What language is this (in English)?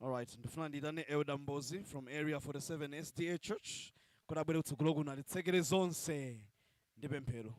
Nyanja